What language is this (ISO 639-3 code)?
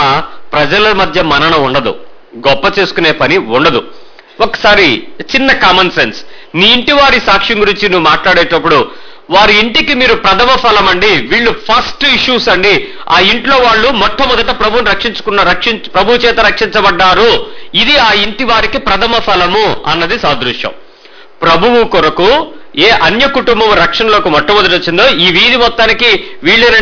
tel